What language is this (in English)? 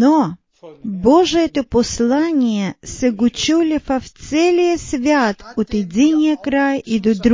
Bulgarian